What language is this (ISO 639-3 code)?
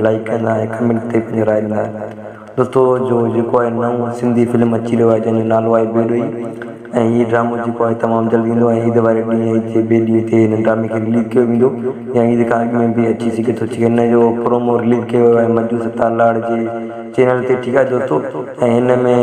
snd